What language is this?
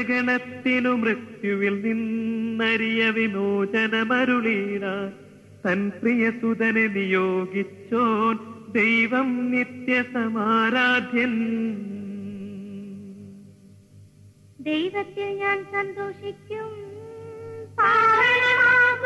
Malayalam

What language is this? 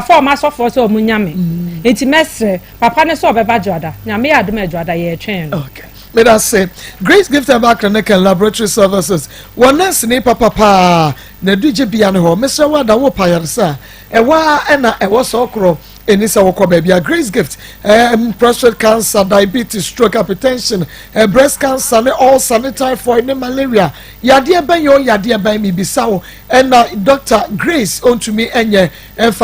Akan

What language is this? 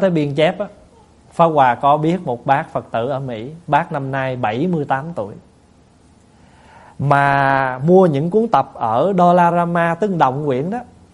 Vietnamese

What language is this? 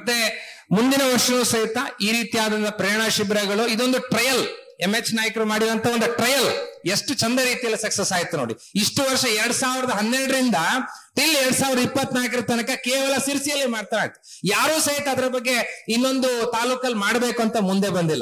Kannada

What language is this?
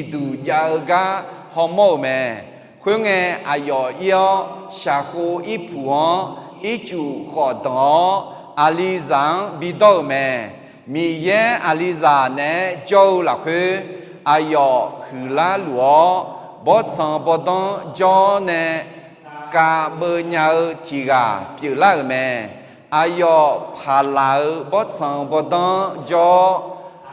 Akha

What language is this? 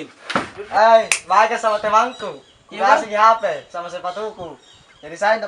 Makassar Malay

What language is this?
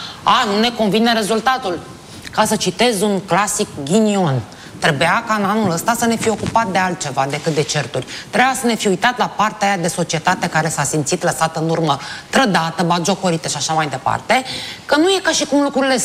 Romanian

